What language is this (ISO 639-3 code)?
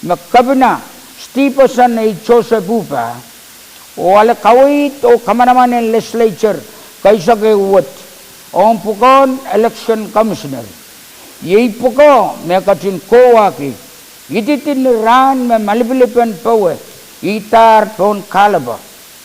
pon